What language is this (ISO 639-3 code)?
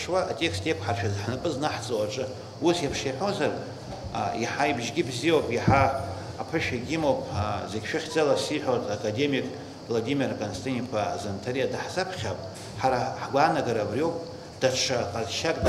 abk